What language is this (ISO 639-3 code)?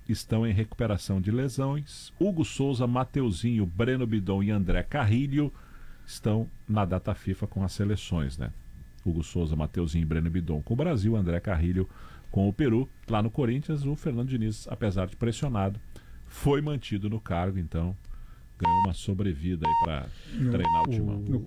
por